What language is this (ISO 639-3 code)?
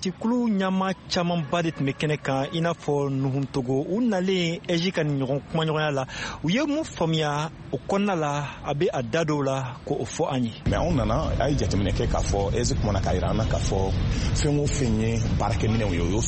bam